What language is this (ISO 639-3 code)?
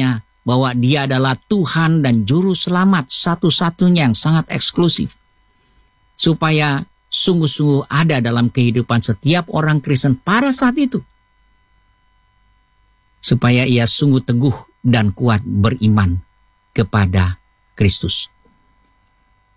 ind